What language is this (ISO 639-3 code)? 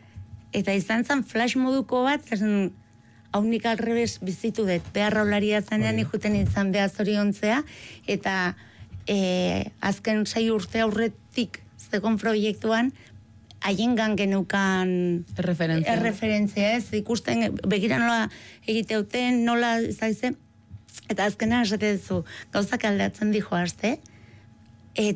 eus